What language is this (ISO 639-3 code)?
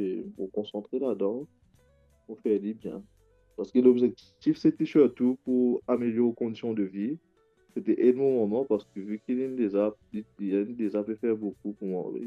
mfe